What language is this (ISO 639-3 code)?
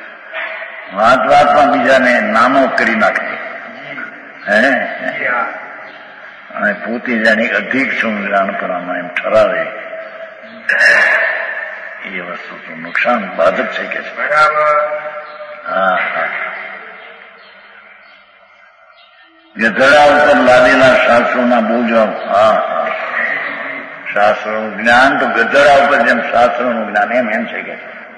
guj